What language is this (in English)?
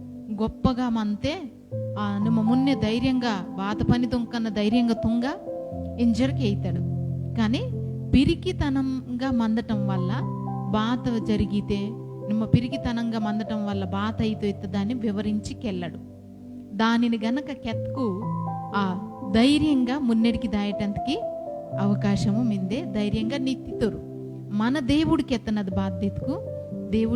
Koya